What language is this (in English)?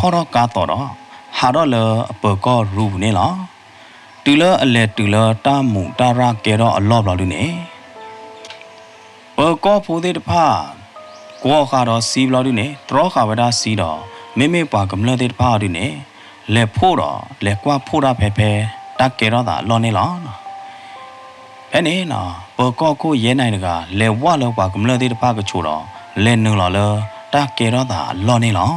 S'gaw Karen